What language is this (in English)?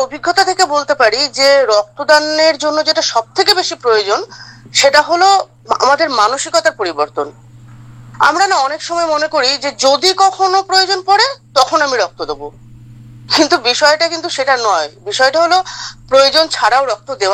Bangla